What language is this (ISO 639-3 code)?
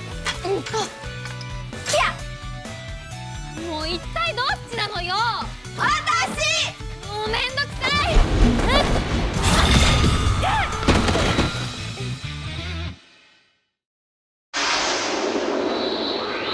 jpn